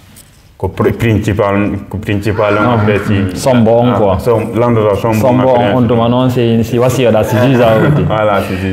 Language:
Fula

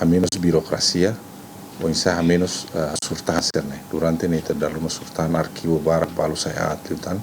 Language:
Tetum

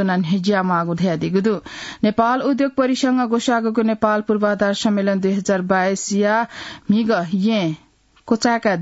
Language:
Newari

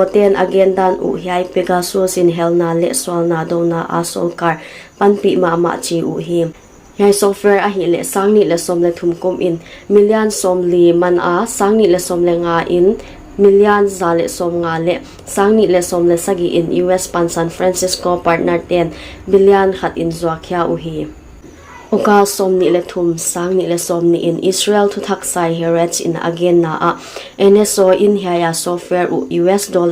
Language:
Paite Chin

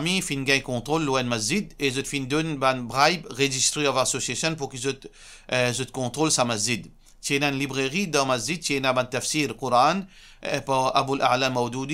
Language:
Morisyen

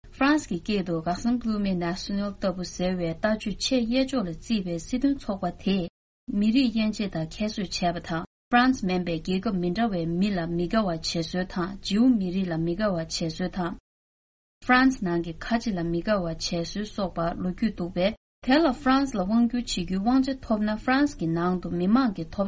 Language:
Tibetan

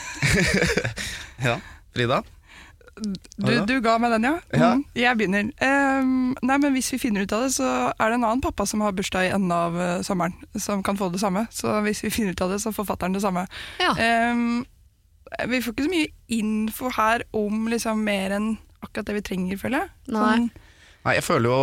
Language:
Norwegian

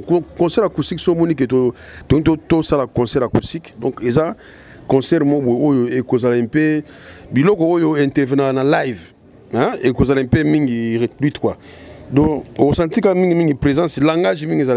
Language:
Lingala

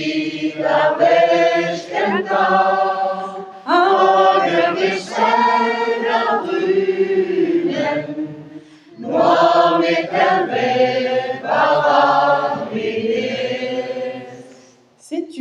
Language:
Breton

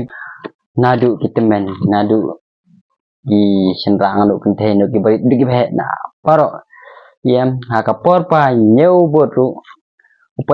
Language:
Khasi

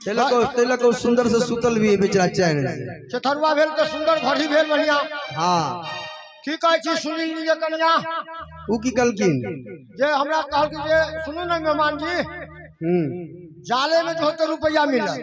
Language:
Maithili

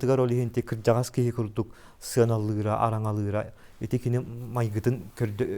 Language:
Yakut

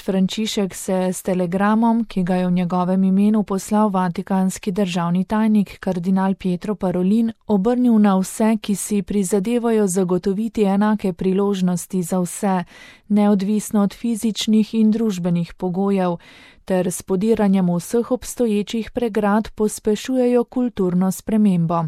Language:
Slovenian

